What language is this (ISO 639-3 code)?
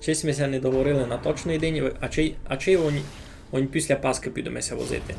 rue